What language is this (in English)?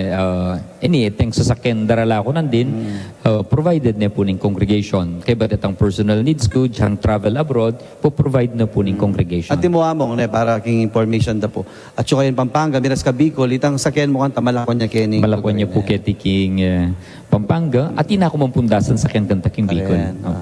Pampanga